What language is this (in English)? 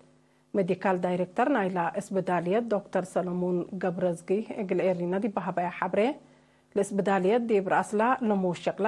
Tigre